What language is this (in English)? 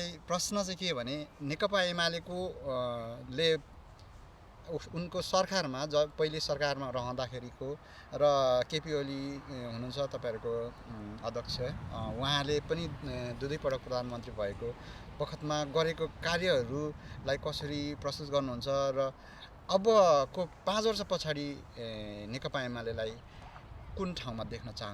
Nepali